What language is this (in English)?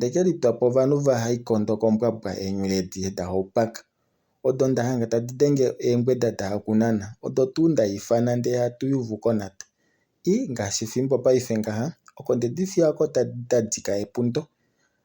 Kuanyama